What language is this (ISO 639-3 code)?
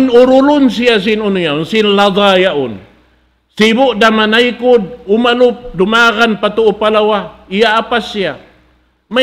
tsg